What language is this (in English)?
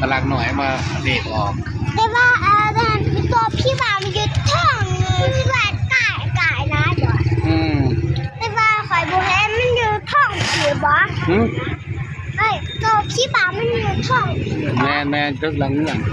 Lao